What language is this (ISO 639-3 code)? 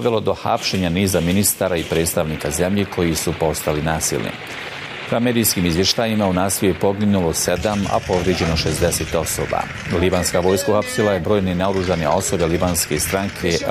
bos